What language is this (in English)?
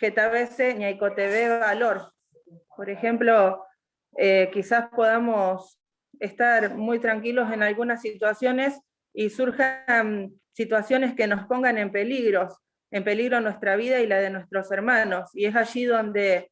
Guarani